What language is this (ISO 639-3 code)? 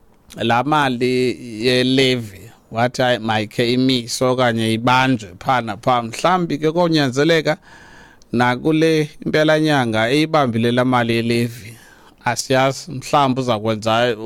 xho